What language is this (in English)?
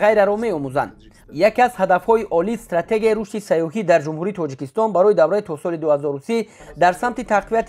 Tajik